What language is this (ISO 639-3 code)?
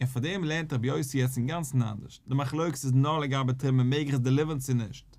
yid